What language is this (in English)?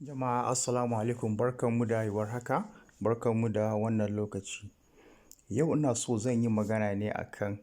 Hausa